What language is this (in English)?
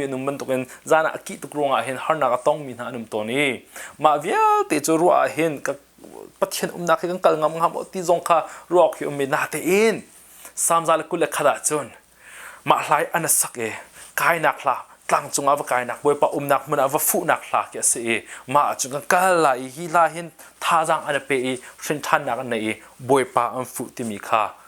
Hakha Chin